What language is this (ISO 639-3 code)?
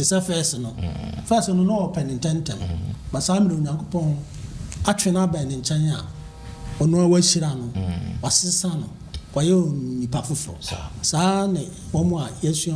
aka